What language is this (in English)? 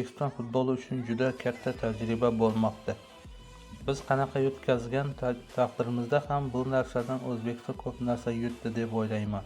Uzbek